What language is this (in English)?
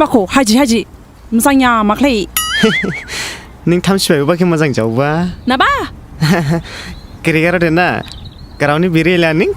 Dimasa